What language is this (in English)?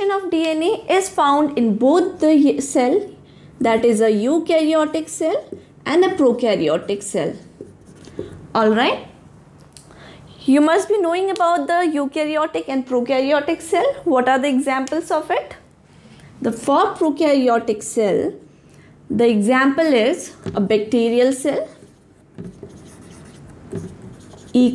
English